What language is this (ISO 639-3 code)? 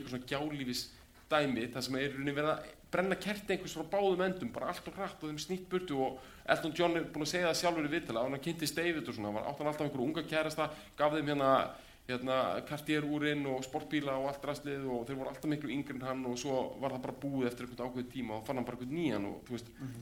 isl